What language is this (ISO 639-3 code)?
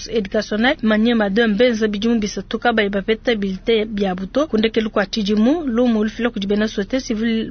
lua